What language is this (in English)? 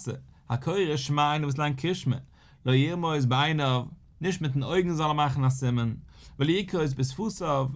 Yiddish